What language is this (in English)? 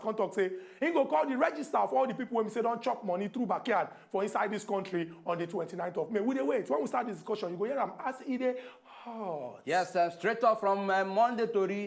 Nigerian Pidgin